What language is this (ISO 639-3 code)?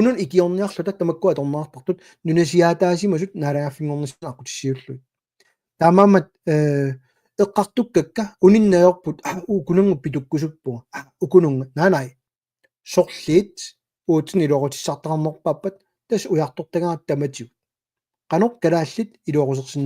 kal